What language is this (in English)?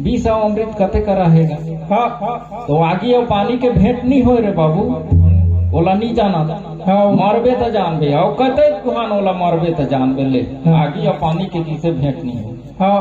Chhattisgarhi